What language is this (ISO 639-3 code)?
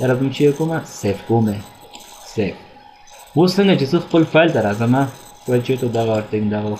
pus